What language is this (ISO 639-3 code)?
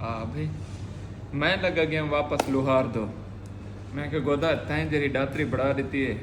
skr